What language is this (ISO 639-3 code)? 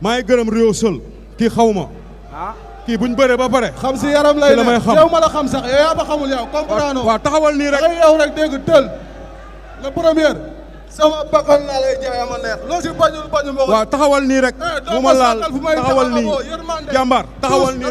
wol